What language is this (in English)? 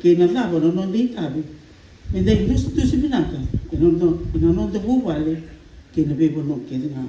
Fijian